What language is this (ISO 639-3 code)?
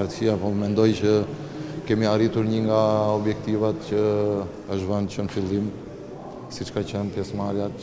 sqi